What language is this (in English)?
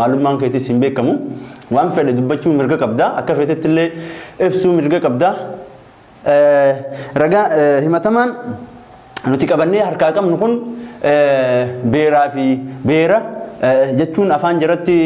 Oromo